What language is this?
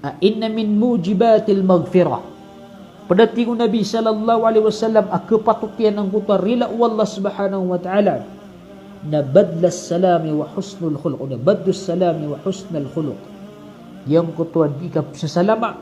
Maranao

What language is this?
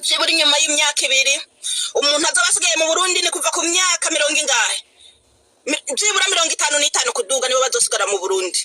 Rundi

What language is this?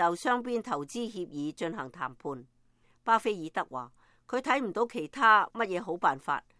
Cantonese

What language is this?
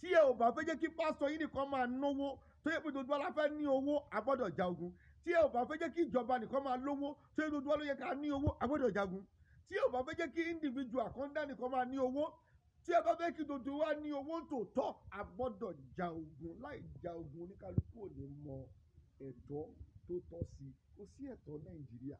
Yoruba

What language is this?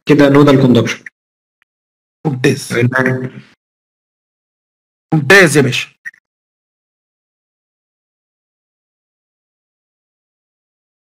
Egyptian Arabic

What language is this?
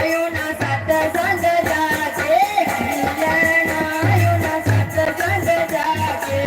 Dogri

